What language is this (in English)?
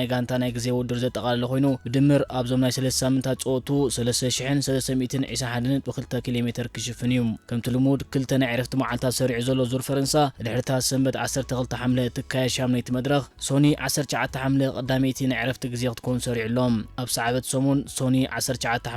Tigrinya